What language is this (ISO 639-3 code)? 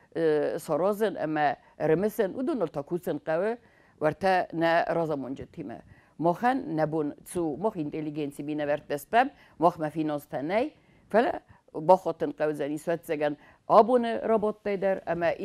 oss